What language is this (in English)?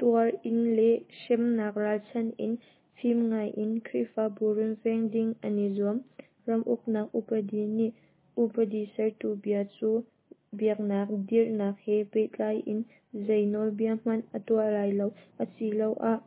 Hakha Chin